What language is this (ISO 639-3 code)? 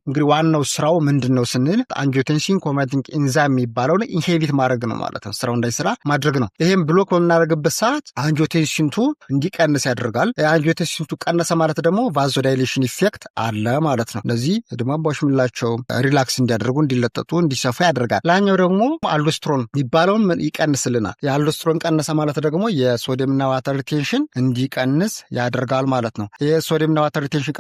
amh